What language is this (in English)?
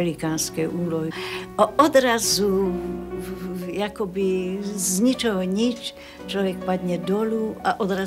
Slovak